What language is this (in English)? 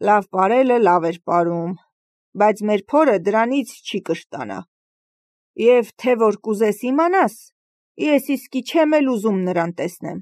Armenian